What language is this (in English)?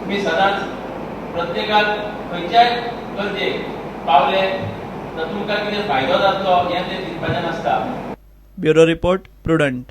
Konkani